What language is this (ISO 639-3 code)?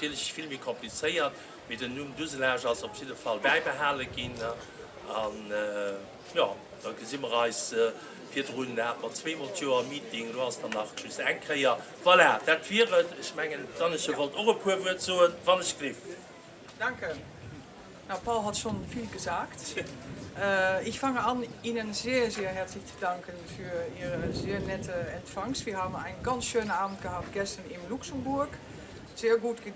ltz